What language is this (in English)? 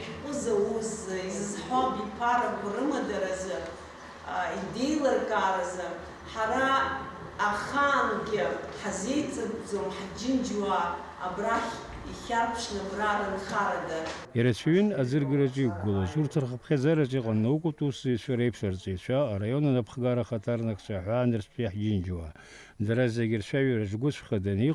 Abkhazian